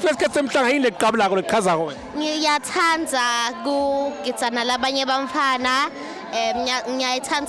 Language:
Swati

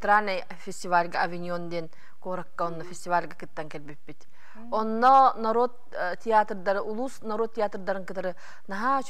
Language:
Yakut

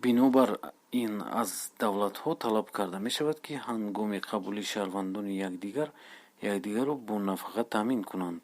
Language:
Tajik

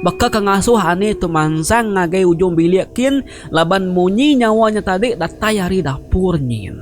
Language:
Iban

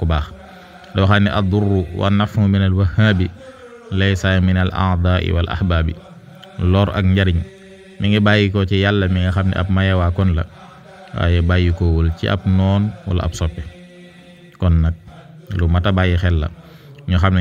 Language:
Wolof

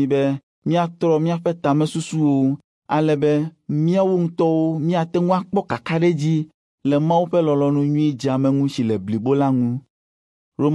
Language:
Ewe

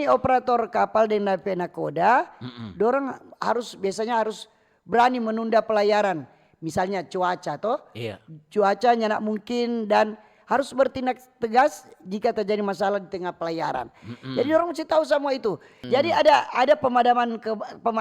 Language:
Manado Malay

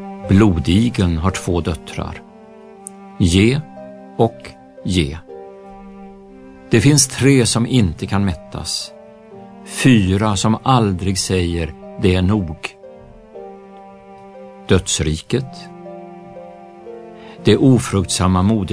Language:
Swedish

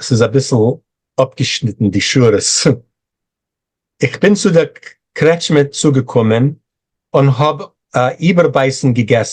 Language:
Yiddish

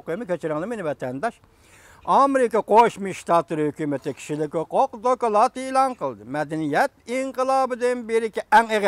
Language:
Uyghur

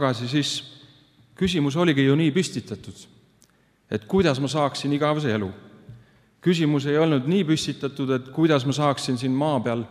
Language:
Estonian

